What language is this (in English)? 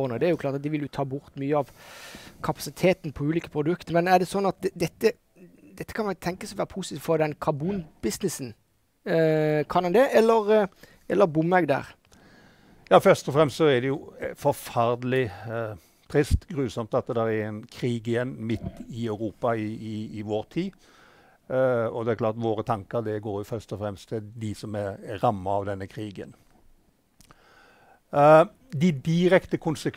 Norwegian